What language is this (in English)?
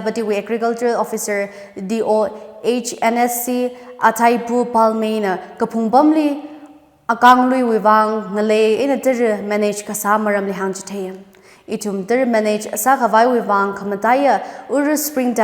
Tangkhul Naga (India)